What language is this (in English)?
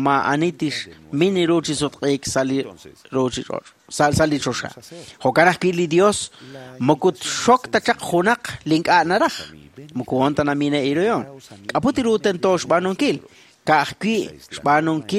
Kekchí